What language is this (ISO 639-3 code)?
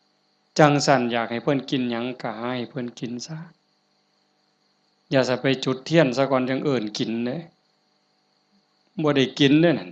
lao